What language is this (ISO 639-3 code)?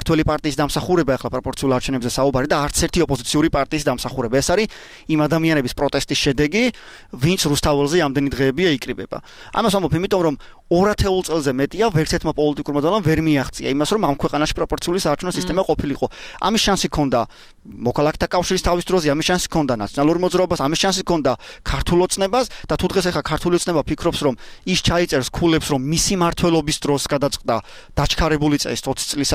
kat